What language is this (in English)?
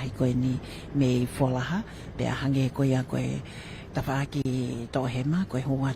Tongan